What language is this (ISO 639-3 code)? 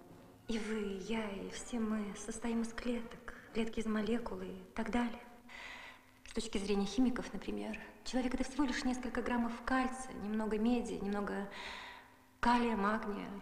rus